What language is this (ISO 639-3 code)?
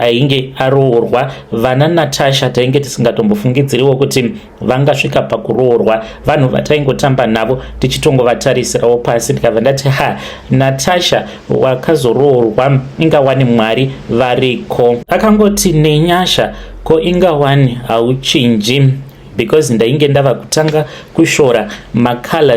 sna